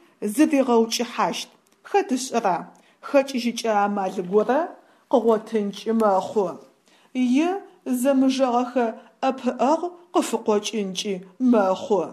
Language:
Adyghe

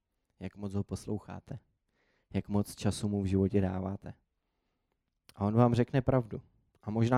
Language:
Czech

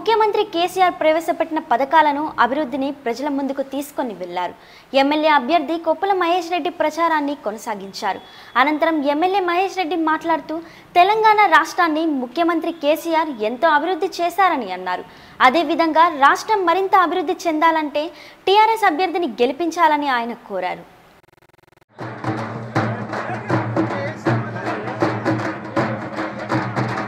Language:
Telugu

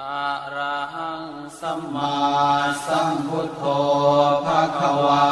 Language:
Pali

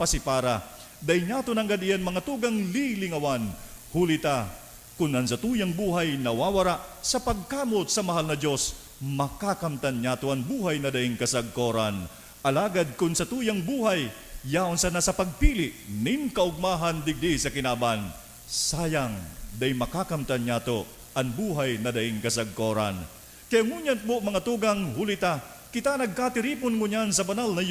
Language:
Bikol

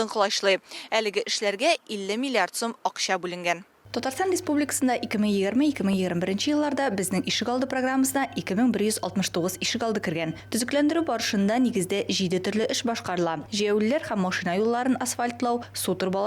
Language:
Tatar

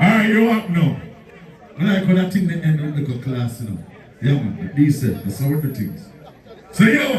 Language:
Jamaican Creole English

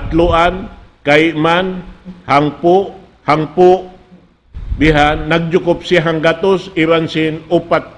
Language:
Tausug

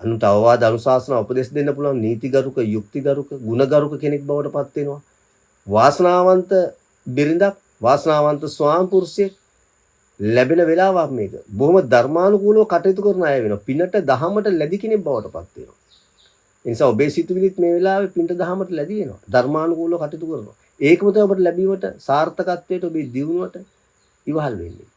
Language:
Sinhala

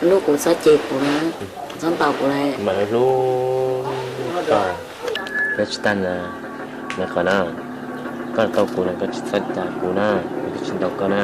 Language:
Hmong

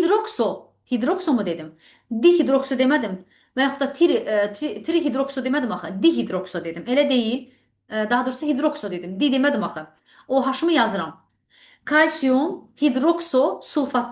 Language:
Azerbaijani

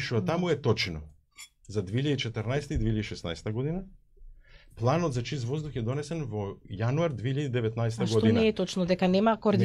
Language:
Macedonian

